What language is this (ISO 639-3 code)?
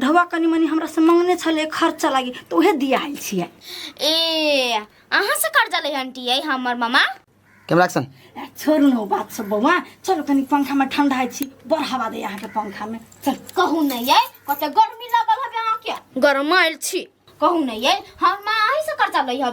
mai